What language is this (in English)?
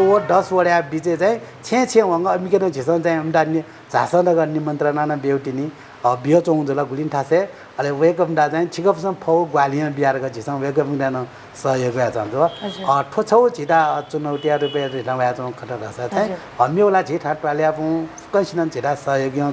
Newari